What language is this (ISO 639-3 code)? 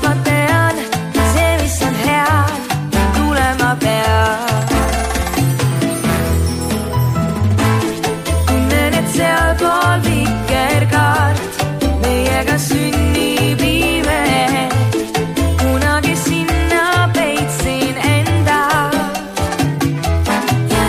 est